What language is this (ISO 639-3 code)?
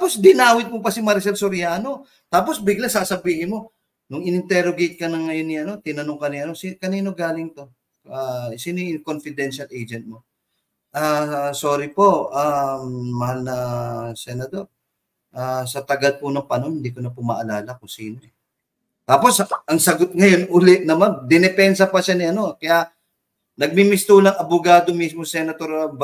fil